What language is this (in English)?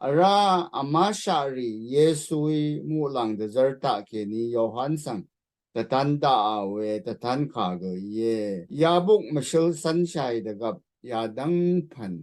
Rawang